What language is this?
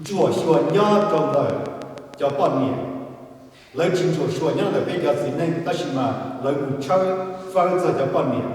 Hmong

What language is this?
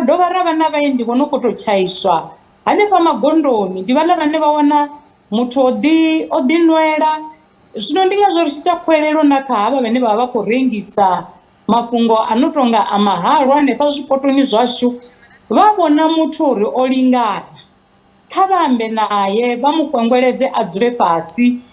Venda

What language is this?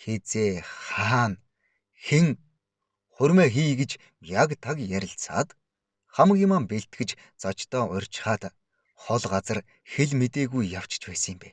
Mongolian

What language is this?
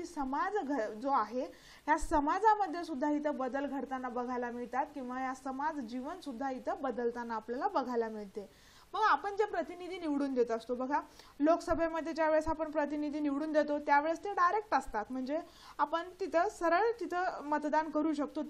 Marathi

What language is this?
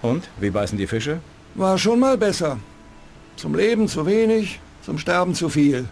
Bavarian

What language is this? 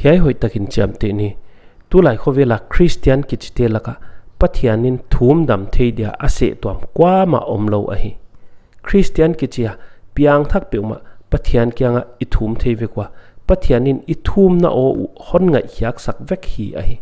Paite Chin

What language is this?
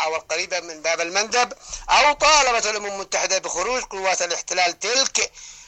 Arabic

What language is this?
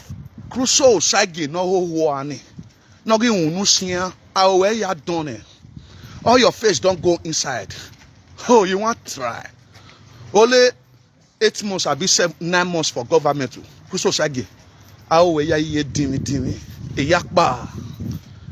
Nigerian Pidgin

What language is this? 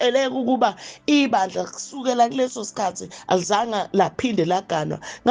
Zulu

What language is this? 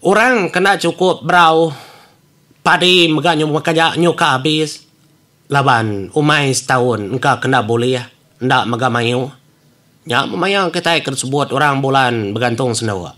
Iban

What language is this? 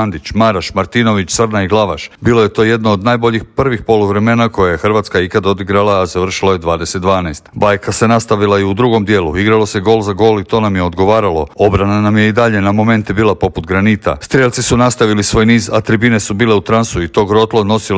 Croatian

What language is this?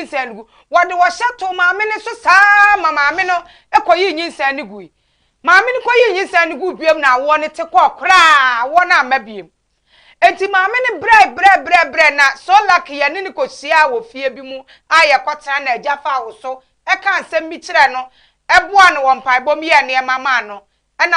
Akan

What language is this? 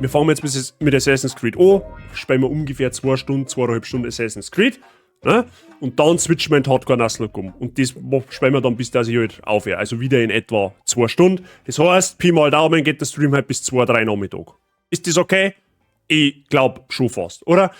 Bavarian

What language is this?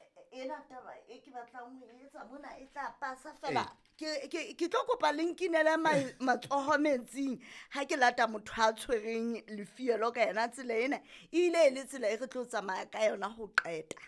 Southern Sotho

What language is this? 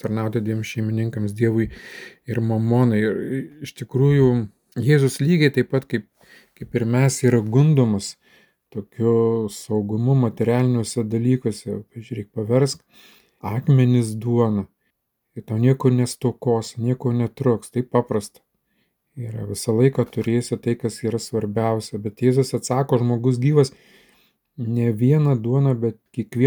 Lithuanian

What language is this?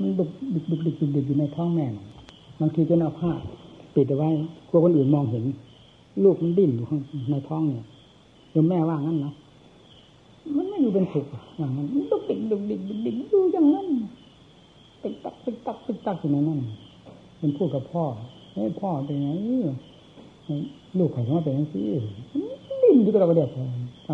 Thai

